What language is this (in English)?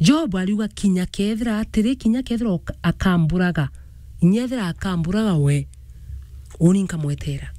Meru